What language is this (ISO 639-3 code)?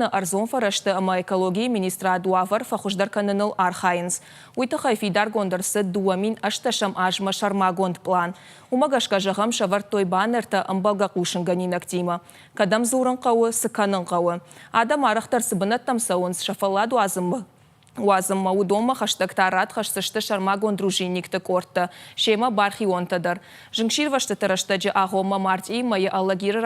oss